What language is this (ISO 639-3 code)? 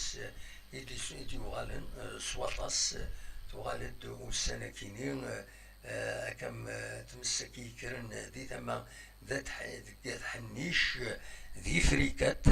kab